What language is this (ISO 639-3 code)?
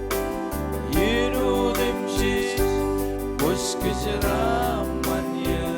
mah